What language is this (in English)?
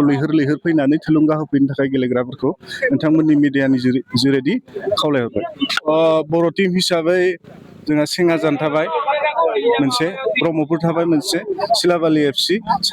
Bodo